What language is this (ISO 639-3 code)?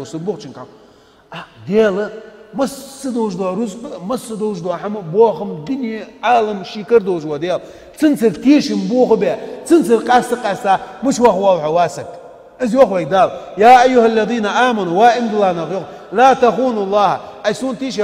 inh